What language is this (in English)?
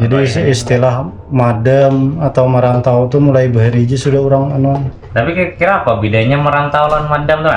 Banjar